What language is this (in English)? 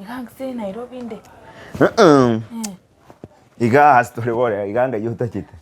Gusii